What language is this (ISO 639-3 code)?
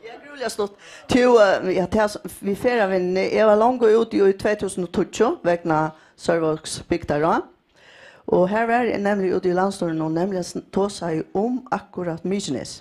fao